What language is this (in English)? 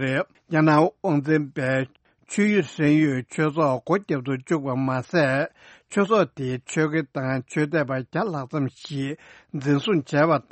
Tibetan